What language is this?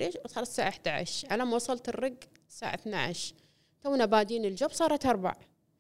Gulf Arabic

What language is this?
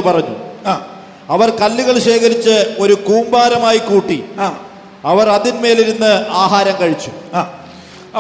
Malayalam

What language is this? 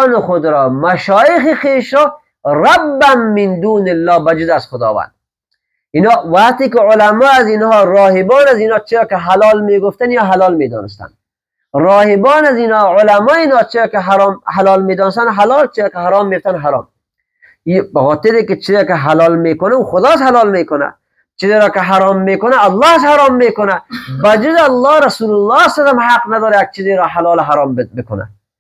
Persian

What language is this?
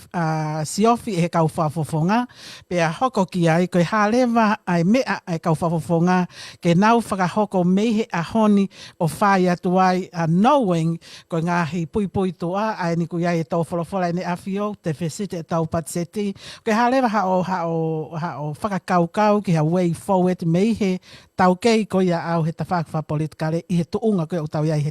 Tongan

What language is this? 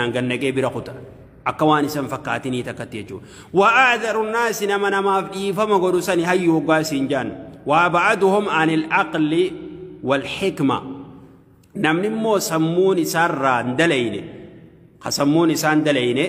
Oromo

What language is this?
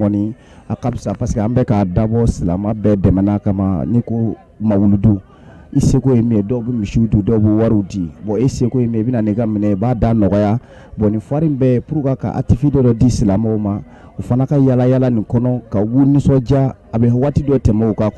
Bambara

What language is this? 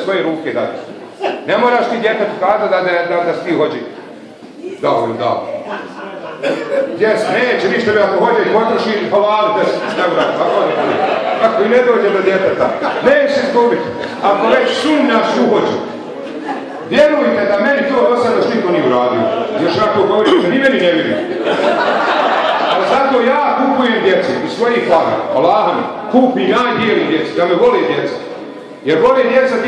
Bosnian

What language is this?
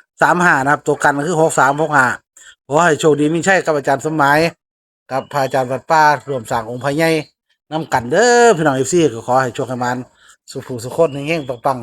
Northeastern Thai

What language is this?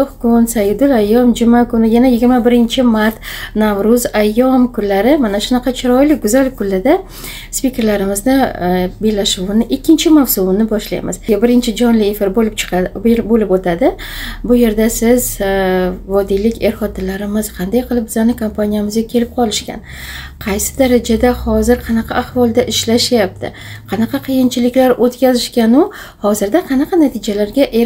Uzbek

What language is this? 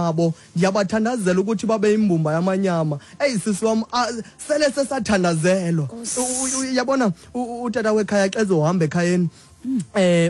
Xhosa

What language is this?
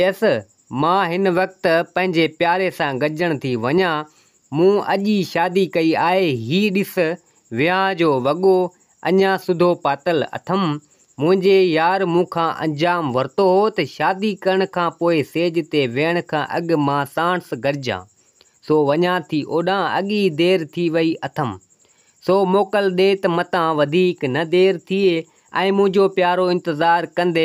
Sindhi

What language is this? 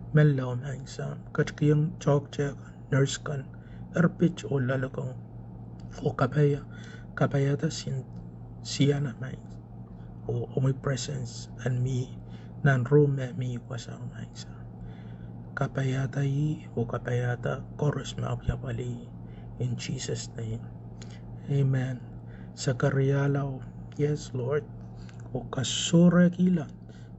Pohnpeian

